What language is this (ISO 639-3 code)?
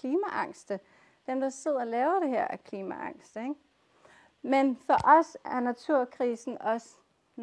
dan